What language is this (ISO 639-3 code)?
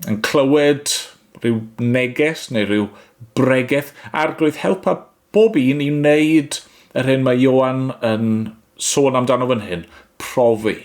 cym